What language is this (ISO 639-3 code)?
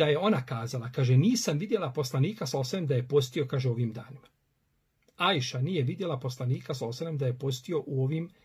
bos